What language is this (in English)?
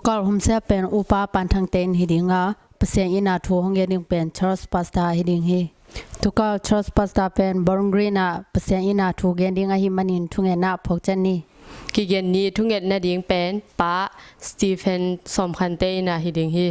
Tedim Chin